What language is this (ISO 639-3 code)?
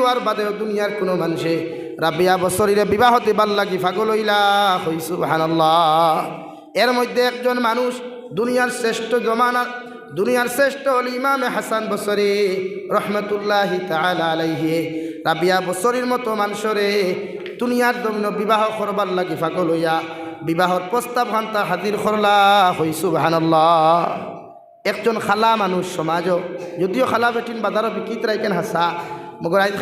syl